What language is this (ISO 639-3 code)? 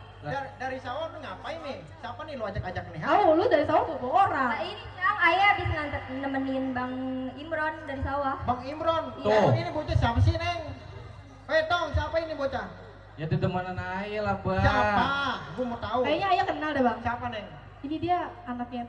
bew